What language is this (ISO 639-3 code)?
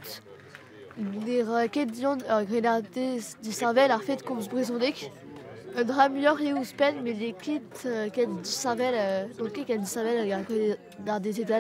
bre